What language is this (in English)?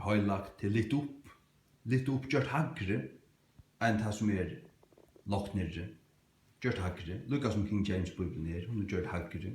Faroese